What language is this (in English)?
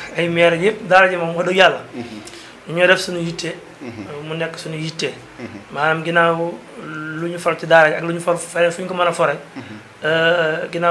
Wolof